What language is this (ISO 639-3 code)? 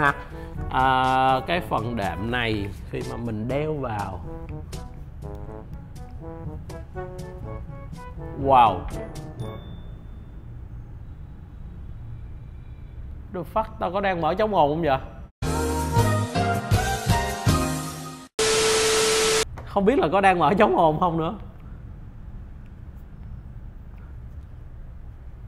vie